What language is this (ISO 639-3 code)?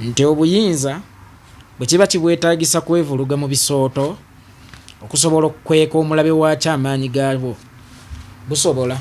lug